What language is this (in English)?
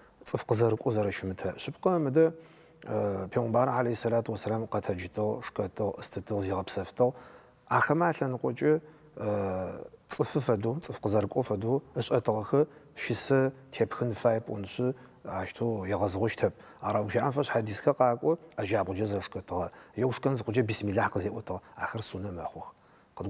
Adyghe